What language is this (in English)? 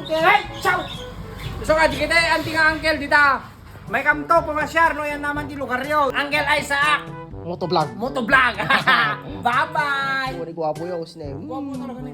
Iloko